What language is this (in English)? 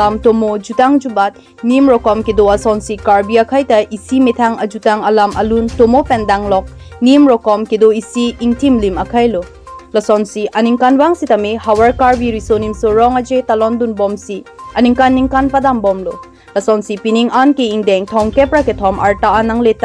Karbi